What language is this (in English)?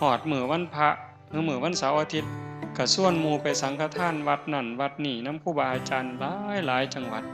Northeastern Thai